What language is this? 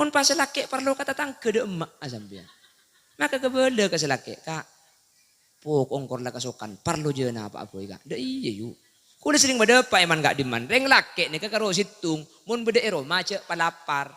Madurese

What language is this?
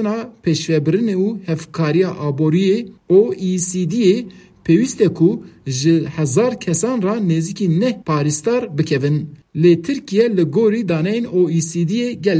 Kurdish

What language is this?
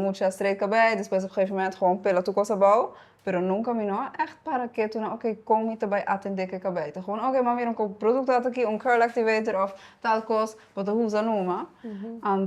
Papiamento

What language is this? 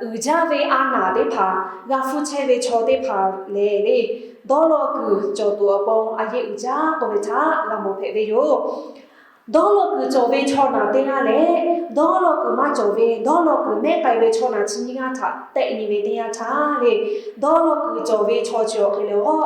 Lahu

